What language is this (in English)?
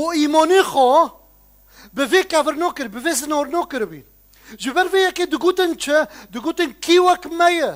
Kurdish